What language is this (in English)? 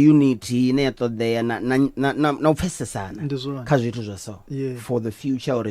Venda